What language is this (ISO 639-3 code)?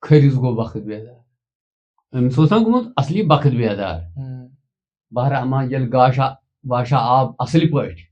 kas